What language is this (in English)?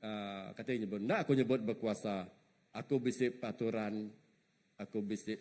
Iban